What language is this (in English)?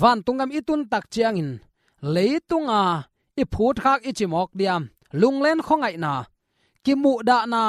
Tedim Chin